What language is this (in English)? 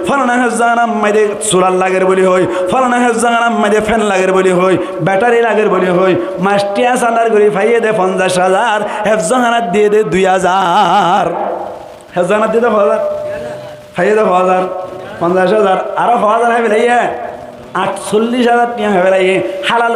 Rohingya